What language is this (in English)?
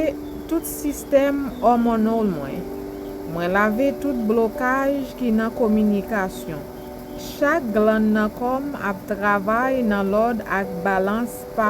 Haitian Creole